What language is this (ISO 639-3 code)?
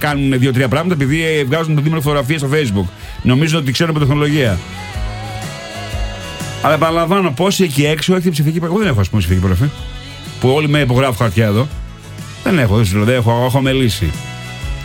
ell